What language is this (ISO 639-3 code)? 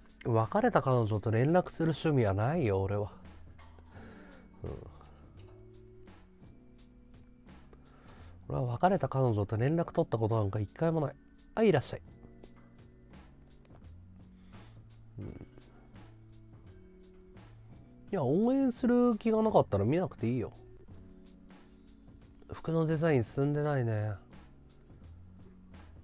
jpn